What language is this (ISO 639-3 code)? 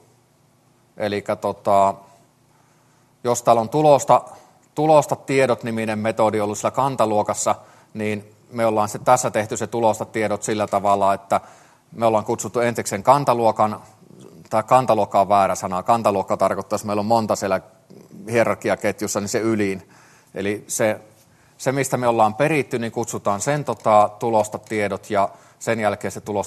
fin